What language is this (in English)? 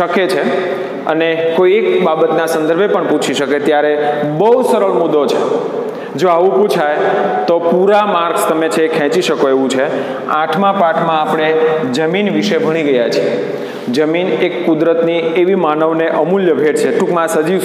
Gujarati